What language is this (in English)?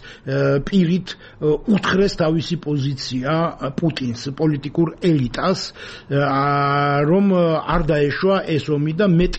Georgian